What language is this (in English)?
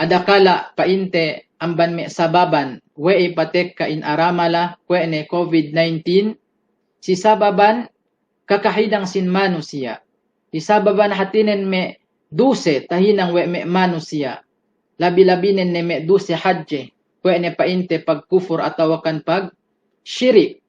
Yakan